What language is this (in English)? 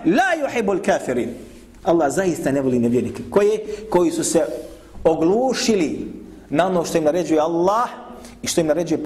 Bosnian